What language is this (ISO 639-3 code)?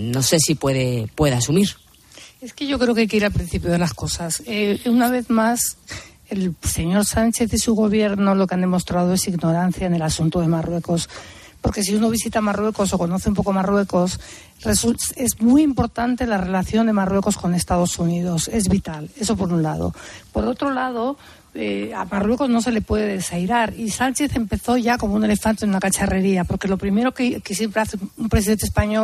spa